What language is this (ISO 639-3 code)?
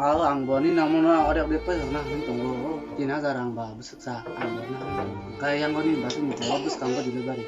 trp